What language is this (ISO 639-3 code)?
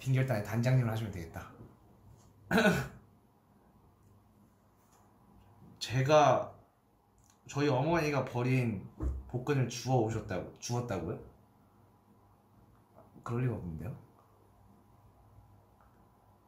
kor